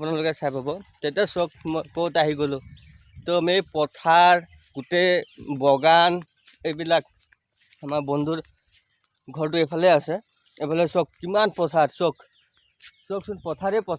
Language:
Assamese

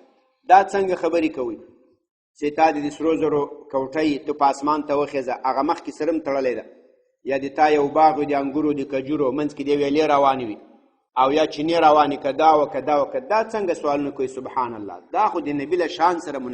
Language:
Pashto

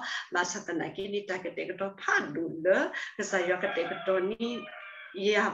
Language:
S'gaw Karen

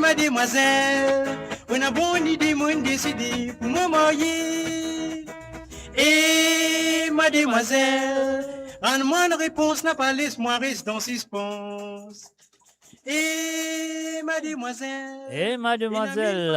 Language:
Morisyen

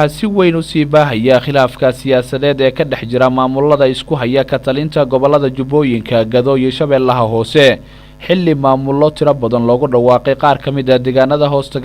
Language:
Somali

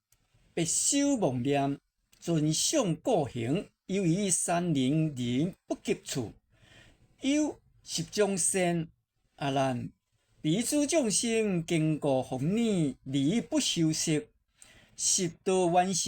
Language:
Min Nan Chinese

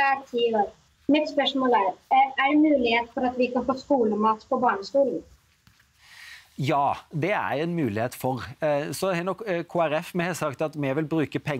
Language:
Norwegian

